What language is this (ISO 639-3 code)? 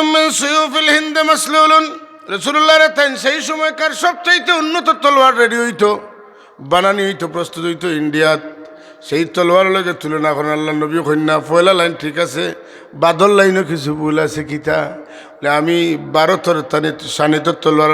syl